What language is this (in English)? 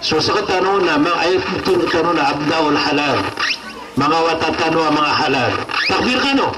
Maranao